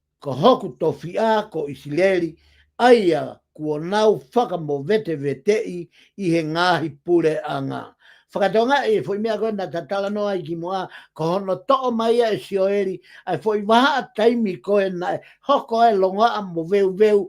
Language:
Tongan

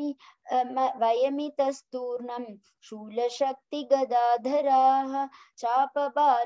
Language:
Sanskrit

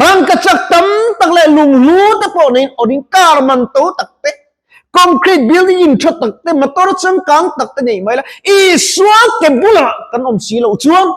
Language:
Mizo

